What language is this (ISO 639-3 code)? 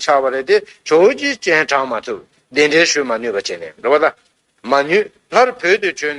bod